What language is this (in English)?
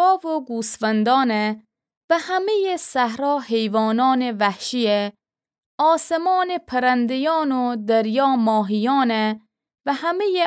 Gilaki